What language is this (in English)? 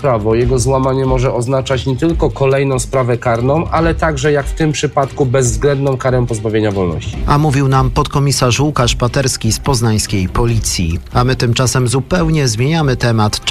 Polish